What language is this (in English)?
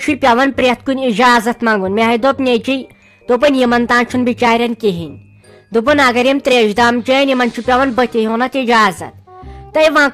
Kashmiri